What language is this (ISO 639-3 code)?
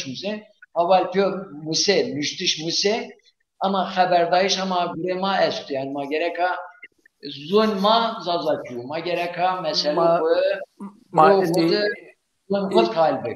zza